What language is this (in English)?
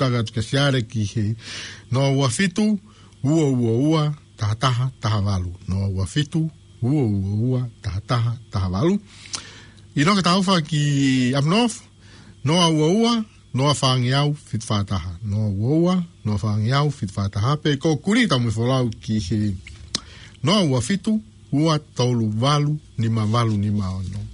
Tongan